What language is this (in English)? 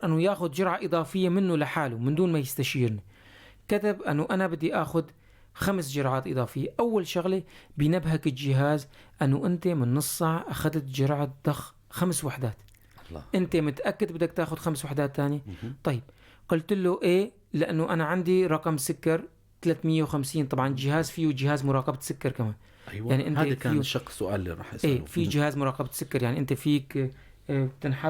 North Levantine Arabic